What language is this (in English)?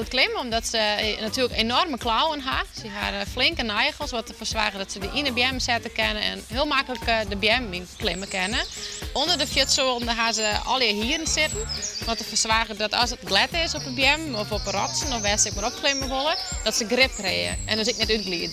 Western Frisian